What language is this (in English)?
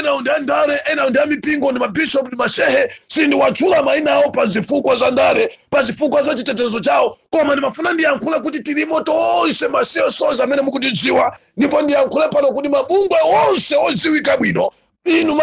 Nyanja